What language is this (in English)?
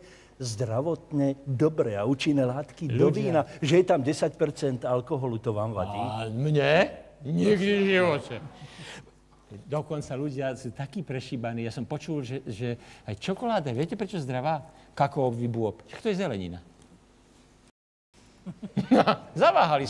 Slovak